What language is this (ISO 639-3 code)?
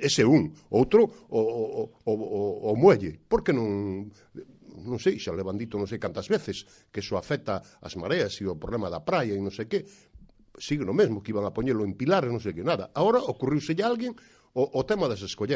glg